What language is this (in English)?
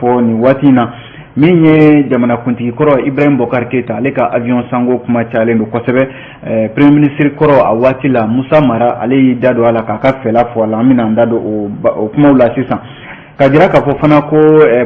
Bambara